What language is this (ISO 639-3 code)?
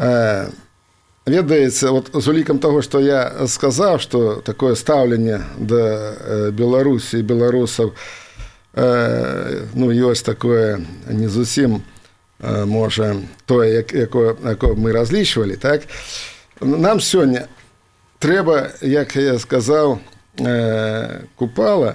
bel